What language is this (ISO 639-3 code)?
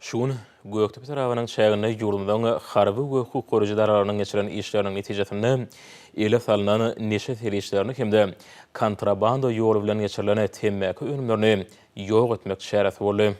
tuk